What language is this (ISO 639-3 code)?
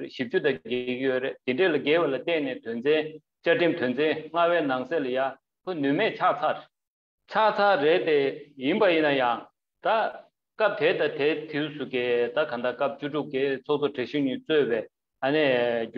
bod